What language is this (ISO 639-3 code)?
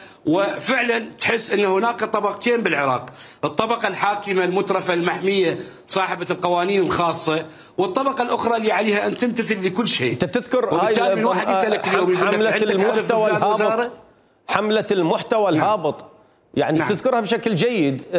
acm